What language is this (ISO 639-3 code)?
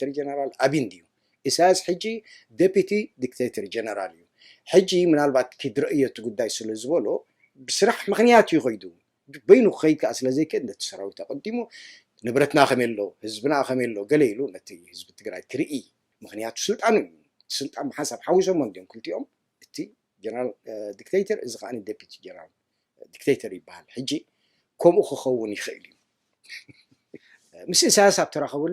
tir